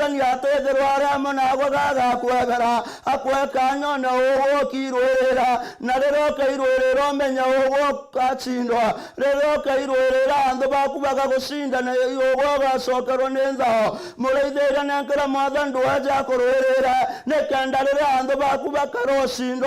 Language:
Meru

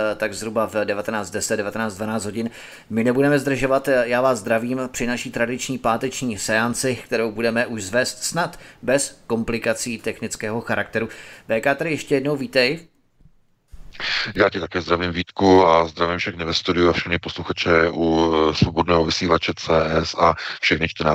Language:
Czech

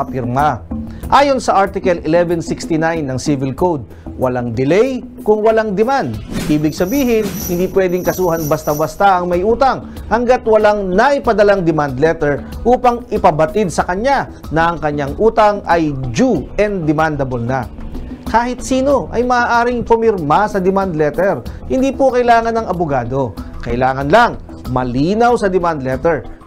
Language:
Filipino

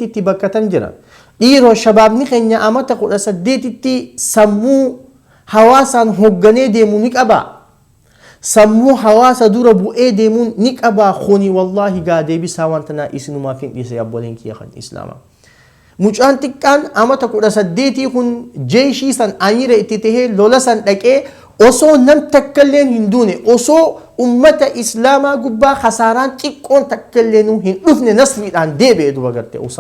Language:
Oromo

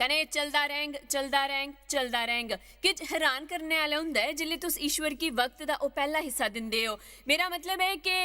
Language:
Dogri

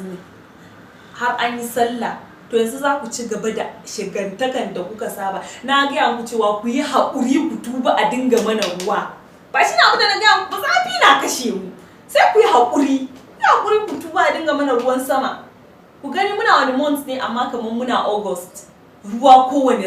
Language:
Hausa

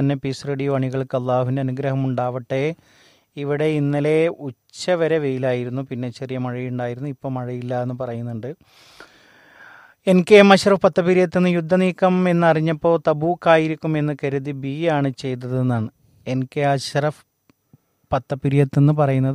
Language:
Malayalam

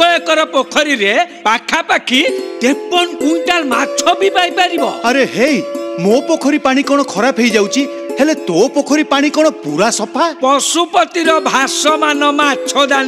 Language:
Odia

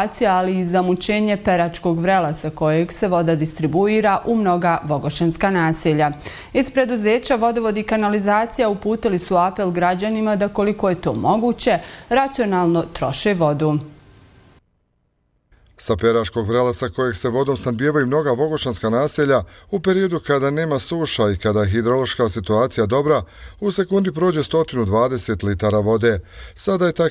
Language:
Bosnian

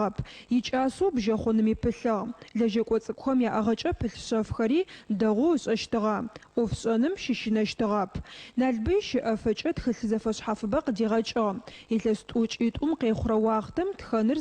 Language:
Adyghe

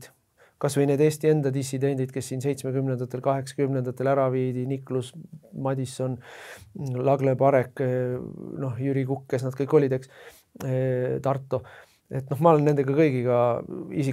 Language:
Estonian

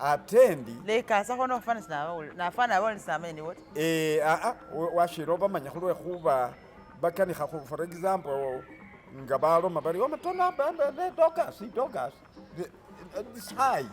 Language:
Masaaba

